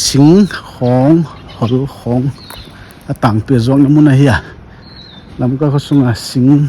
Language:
Paite Chin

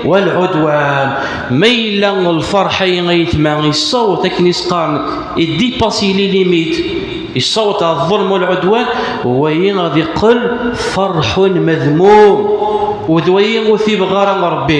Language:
Kabyle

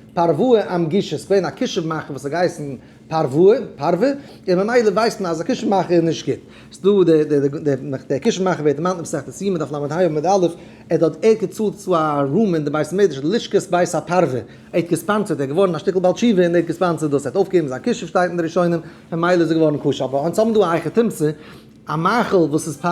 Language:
Yiddish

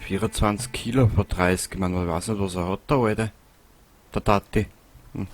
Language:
Bavarian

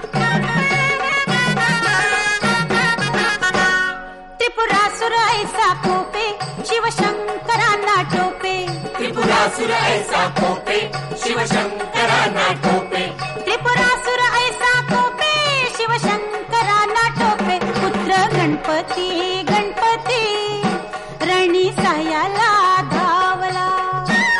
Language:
Marathi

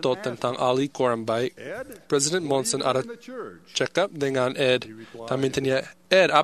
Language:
Malay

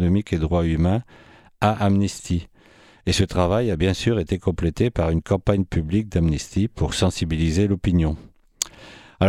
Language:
French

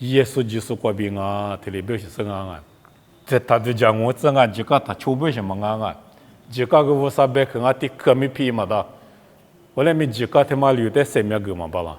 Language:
Lisu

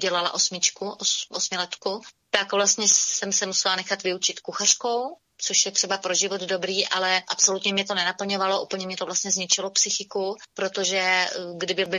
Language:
Czech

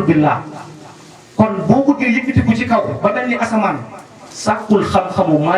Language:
Wolof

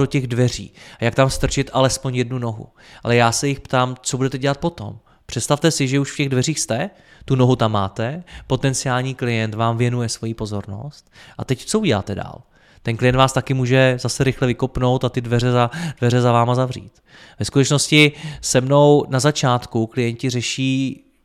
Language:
Czech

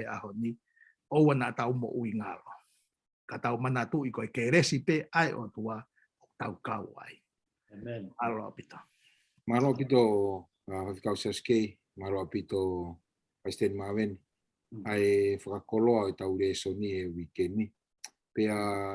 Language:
Tongan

